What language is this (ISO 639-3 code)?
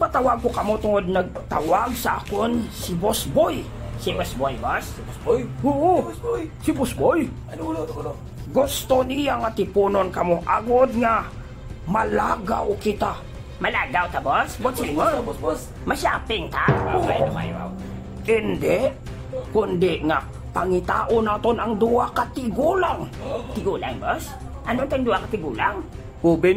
hil